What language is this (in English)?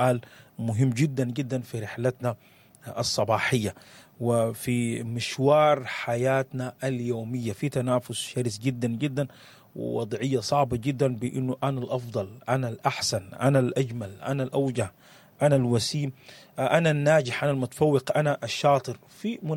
Sudanese Arabic